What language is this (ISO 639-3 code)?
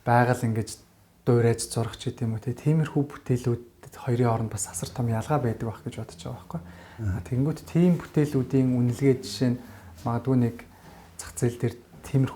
mon